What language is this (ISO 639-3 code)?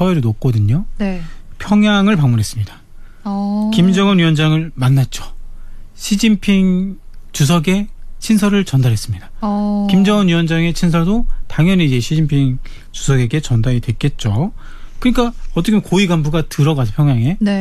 kor